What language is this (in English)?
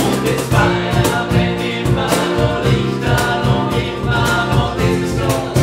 Bavarian